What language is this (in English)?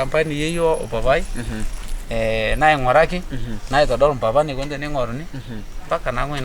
Masai